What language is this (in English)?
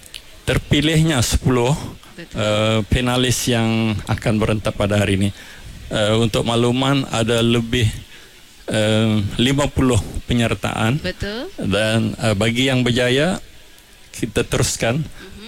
Malay